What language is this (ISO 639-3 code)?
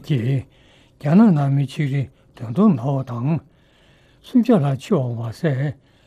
bod